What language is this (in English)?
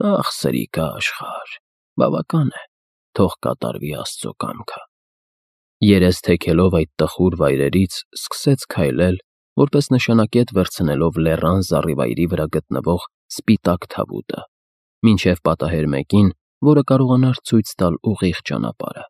Armenian